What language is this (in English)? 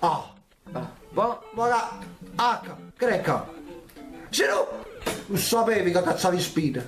Neapolitan